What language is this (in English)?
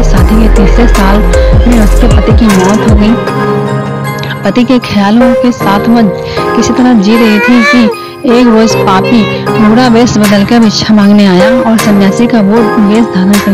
Hindi